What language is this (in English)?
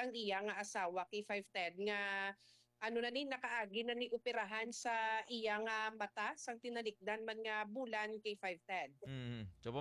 Hiligaynon